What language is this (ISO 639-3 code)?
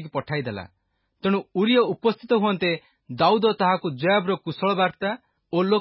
ori